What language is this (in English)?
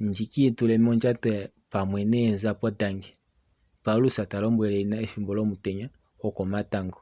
Kuanyama